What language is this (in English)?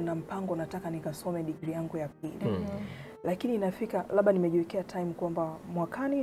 Swahili